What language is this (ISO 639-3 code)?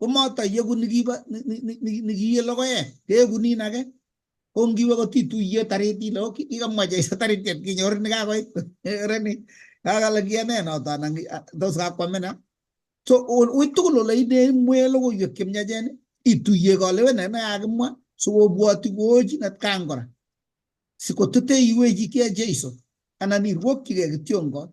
kln